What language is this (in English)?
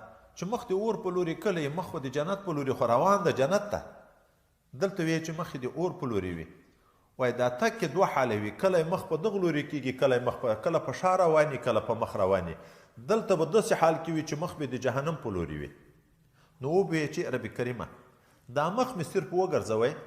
Pashto